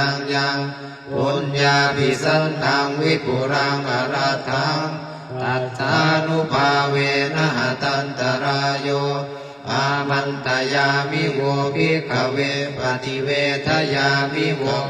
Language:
Pali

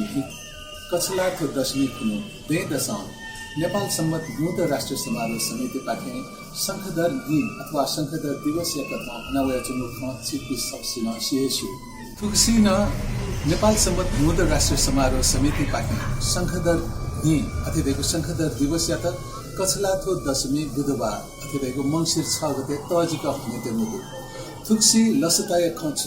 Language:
Newari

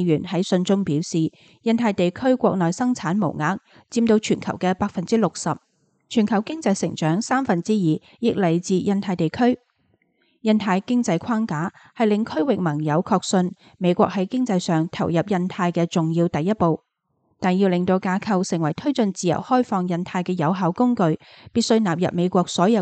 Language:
Cantonese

